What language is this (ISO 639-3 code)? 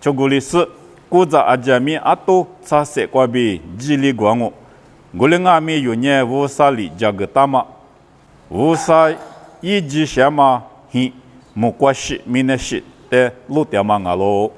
lis